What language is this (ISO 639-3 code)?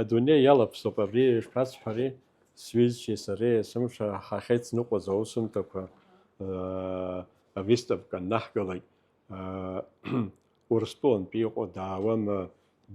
abk